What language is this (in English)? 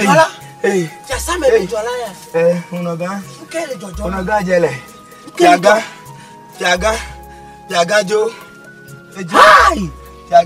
Ewe